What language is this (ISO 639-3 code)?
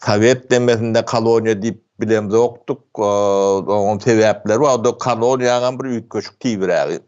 tuk